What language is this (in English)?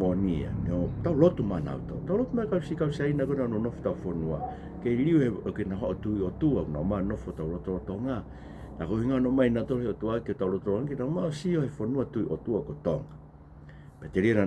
Tongan